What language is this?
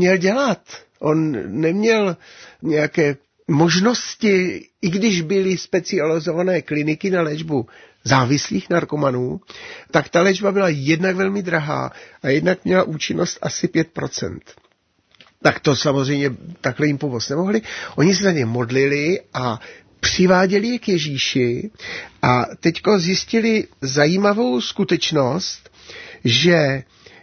Czech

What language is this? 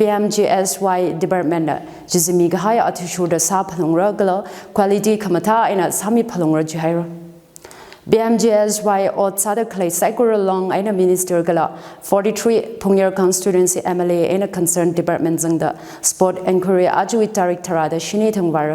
Tangkhul Naga (India)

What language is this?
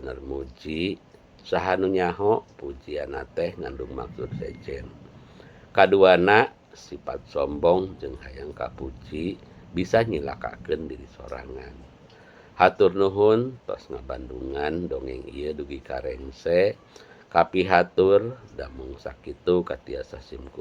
Sundanese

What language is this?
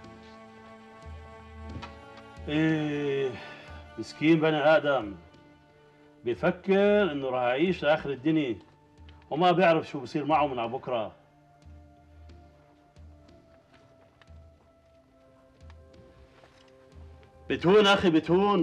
South Levantine Arabic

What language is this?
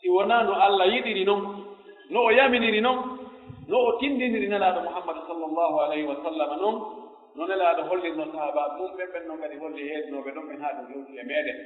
Pular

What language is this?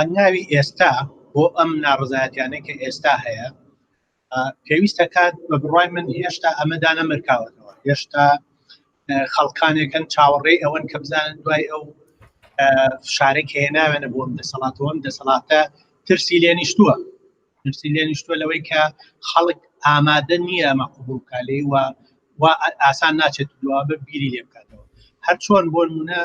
Central Kurdish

